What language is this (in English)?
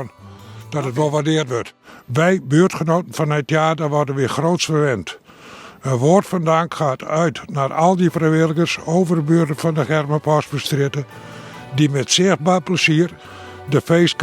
Western Frisian